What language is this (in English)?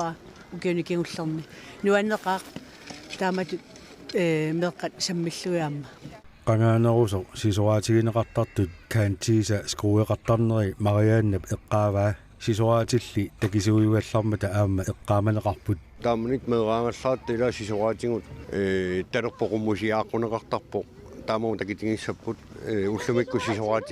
Kalaallisut